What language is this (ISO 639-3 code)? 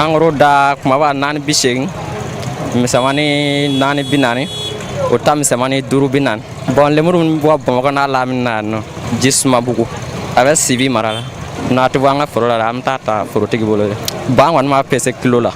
bam